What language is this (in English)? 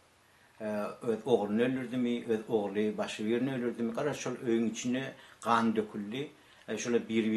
Turkmen